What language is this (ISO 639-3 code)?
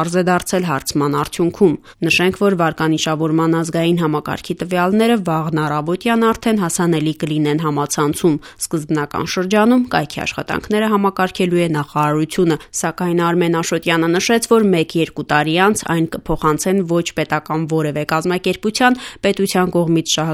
hye